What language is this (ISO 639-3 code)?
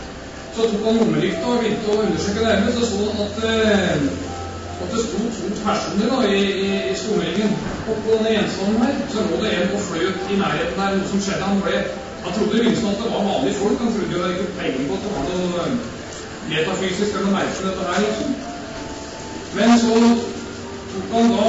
nor